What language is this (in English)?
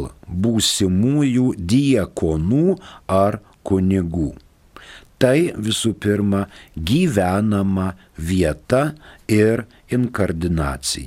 Lithuanian